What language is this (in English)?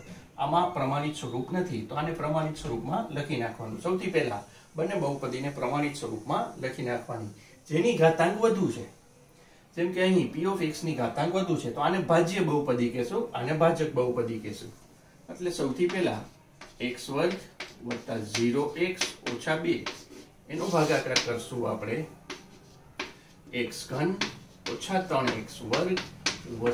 Gujarati